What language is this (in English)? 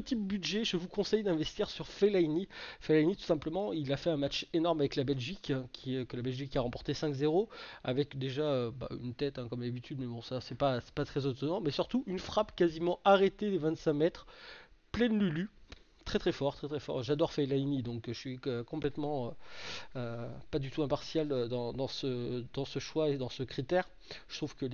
French